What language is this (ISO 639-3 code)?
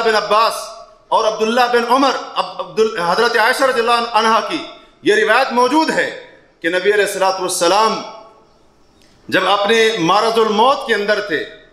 urd